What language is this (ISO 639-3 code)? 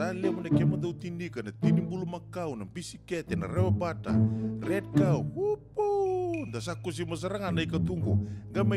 fij